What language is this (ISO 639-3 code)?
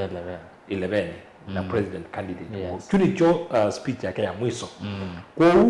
kam